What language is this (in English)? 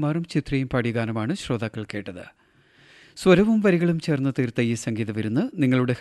Malayalam